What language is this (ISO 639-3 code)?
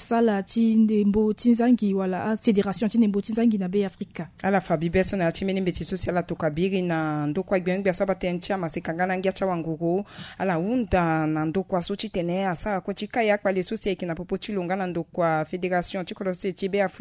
sag